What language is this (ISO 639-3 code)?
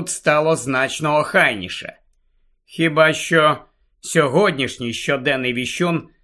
ukr